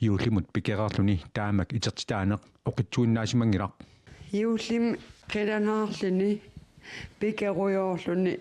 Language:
Kalaallisut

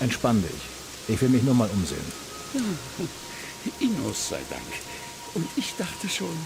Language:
Bavarian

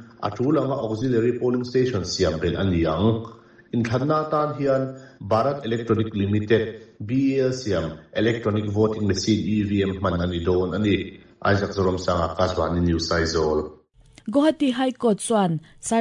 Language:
Mizo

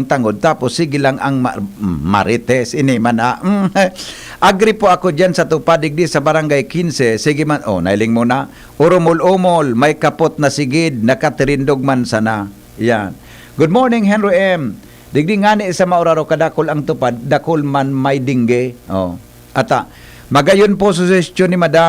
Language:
Bikol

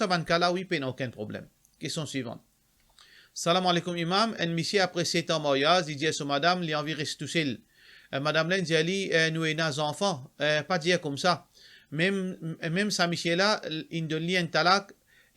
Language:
Morisyen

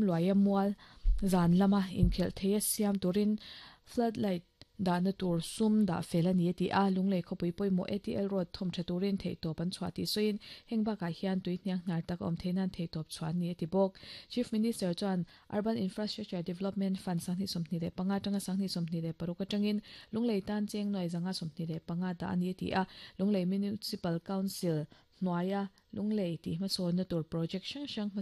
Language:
Mizo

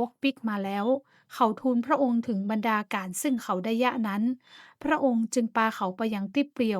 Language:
Northern Thai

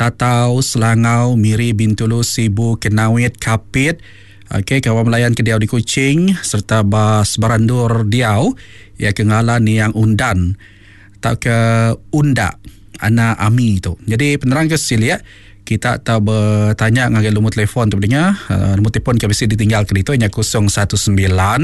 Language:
Iban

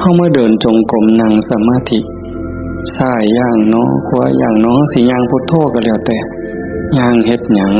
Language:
Northeastern Thai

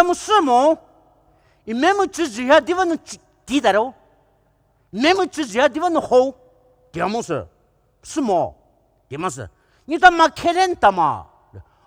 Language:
Poumei Naga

